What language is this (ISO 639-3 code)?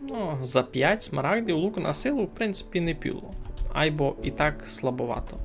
rue